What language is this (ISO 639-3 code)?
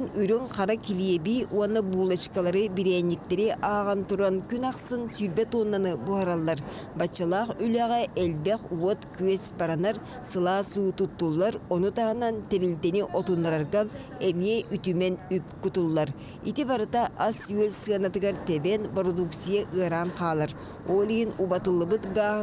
sah